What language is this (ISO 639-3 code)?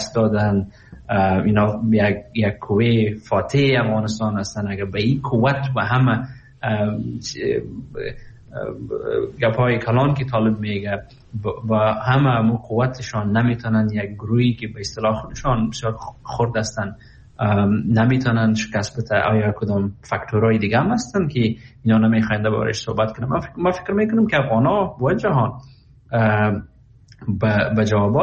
fas